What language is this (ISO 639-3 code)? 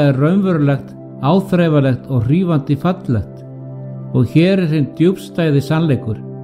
isl